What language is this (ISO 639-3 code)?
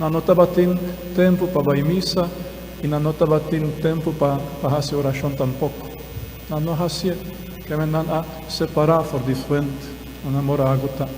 pap